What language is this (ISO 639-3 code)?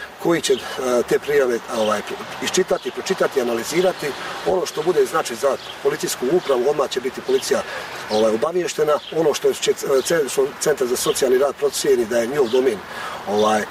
bos